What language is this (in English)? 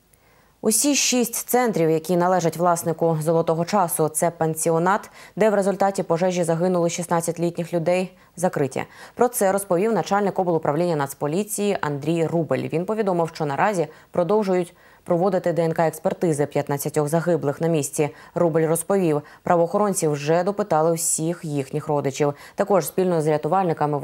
Ukrainian